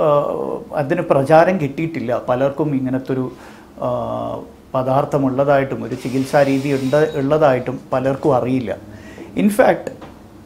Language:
Malayalam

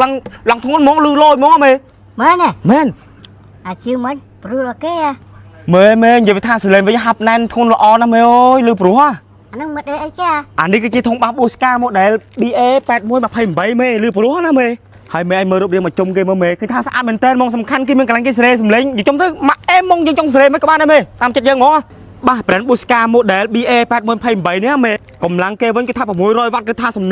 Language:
Khmer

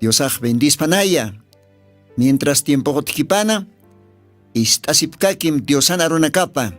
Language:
Aymara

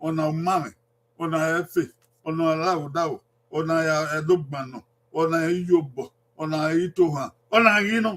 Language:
Bini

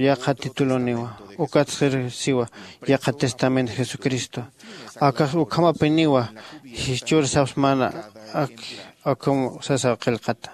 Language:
Aymara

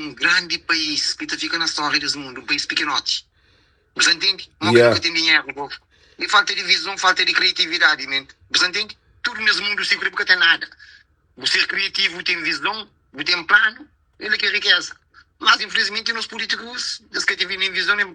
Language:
Kabuverdianu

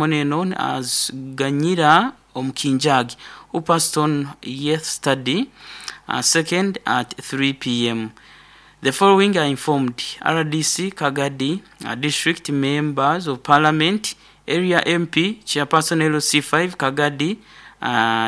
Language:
Nyoro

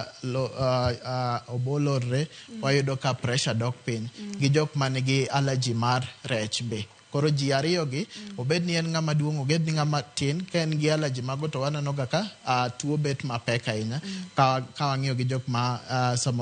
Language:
Luo (Kenya and Tanzania)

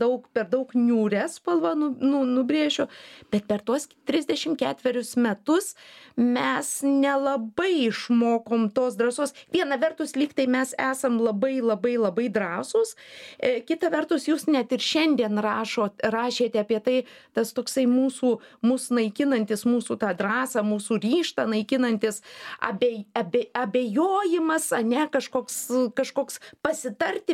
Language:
Lithuanian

